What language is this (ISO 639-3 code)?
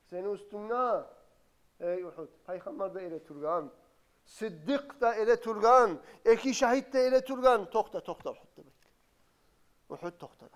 kum